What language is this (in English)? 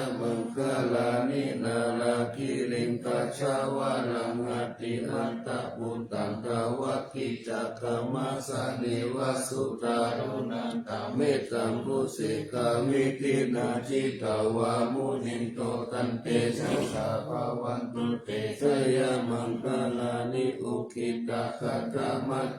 Pali